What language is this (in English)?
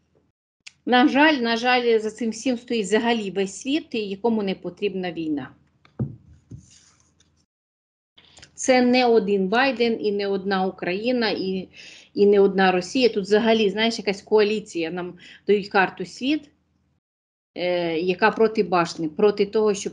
Ukrainian